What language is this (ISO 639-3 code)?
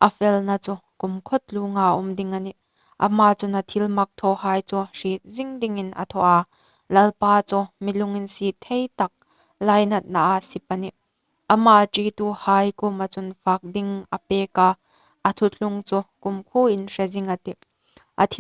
hmr